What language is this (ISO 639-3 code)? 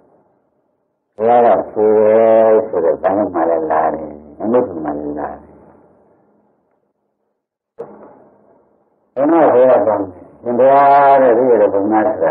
mya